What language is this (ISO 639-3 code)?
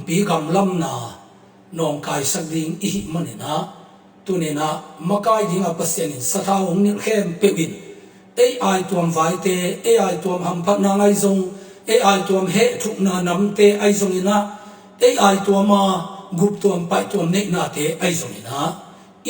ctd